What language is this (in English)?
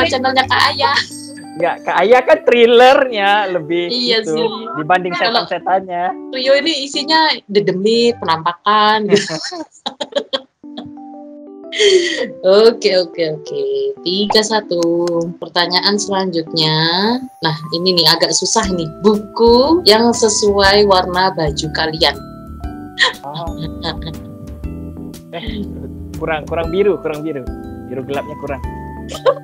Indonesian